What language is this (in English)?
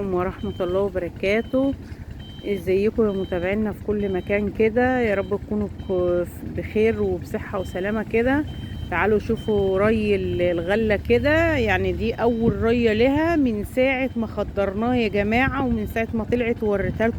Egyptian Arabic